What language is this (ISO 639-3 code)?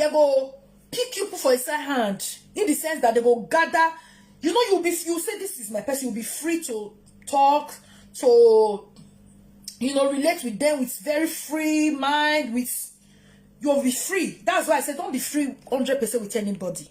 pcm